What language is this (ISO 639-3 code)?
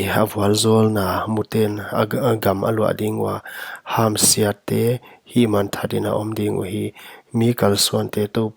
pck